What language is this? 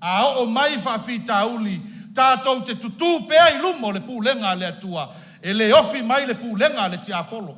Samoan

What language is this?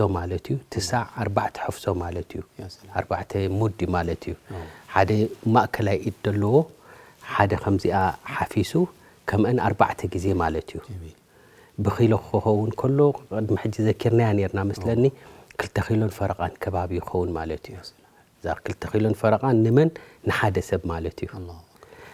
Tigrinya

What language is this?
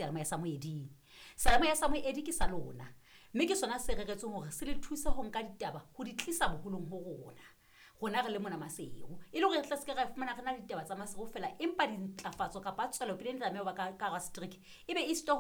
Southern Sotho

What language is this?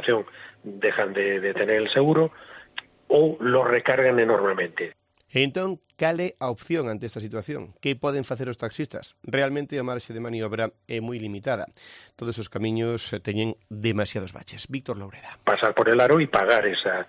Galician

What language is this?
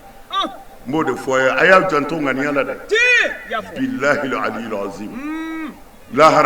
Bambara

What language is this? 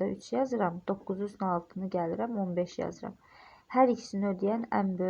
Azerbaijani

